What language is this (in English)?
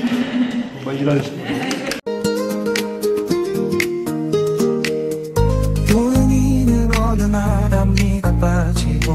Korean